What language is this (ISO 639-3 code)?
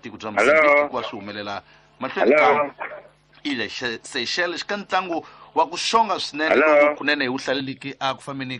tso